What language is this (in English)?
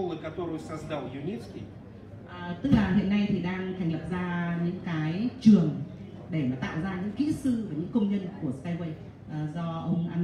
Vietnamese